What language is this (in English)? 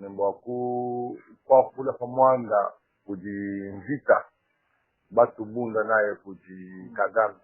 Luba-Lulua